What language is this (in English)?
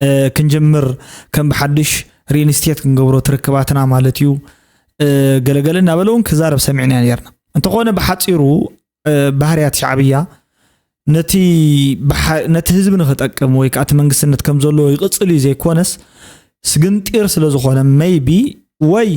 Tigrinya